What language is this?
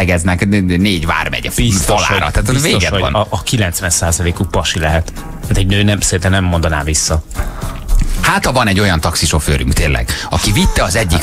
Hungarian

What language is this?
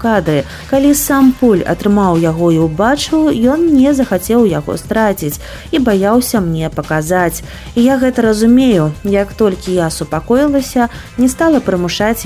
Belarusian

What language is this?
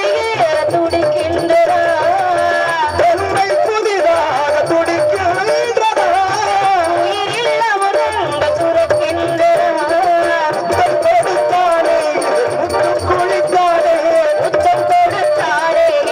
Tamil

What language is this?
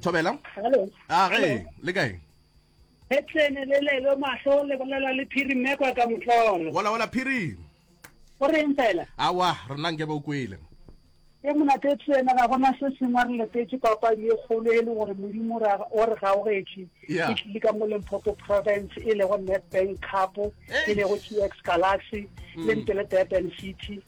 Northern Sotho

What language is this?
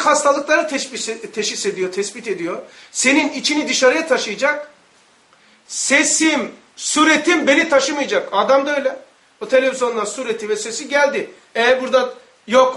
Turkish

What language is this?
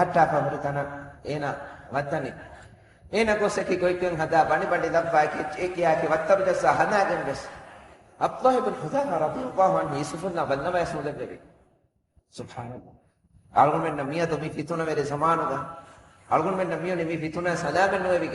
Divehi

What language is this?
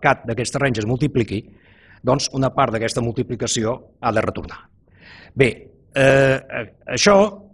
Catalan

